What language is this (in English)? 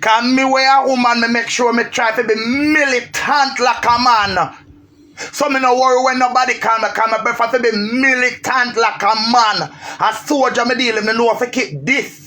Jamaican Creole English